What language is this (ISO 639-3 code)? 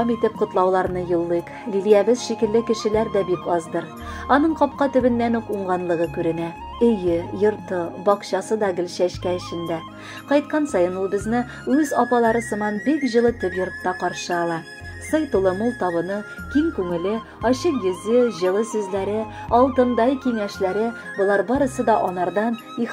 tat